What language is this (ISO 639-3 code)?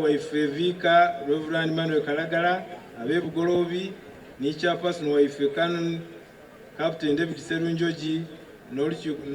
xog